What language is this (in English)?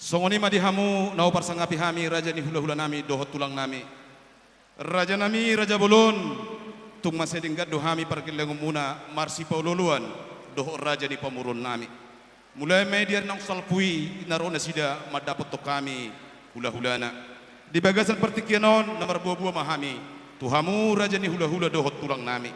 Batak Toba